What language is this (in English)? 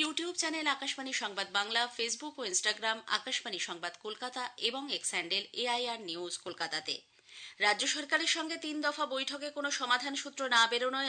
Bangla